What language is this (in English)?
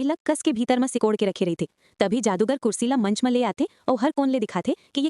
Chhattisgarhi